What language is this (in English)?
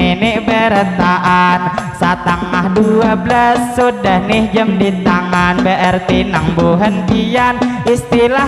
Banjar